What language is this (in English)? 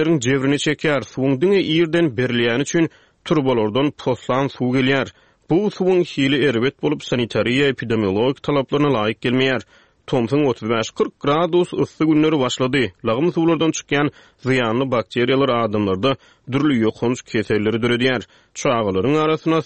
Turkmen